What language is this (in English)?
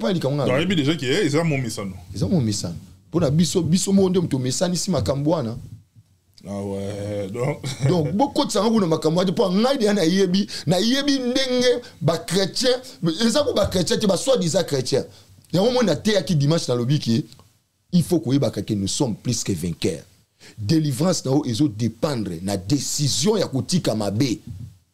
Lingala